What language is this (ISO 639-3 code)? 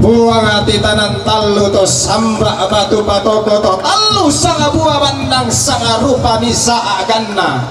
sda